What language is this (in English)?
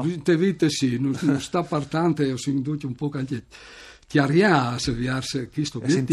Friulian